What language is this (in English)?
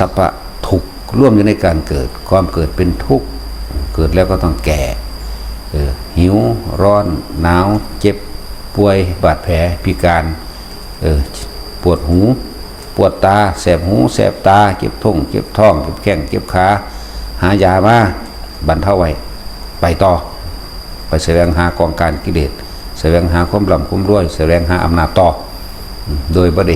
Northeastern Thai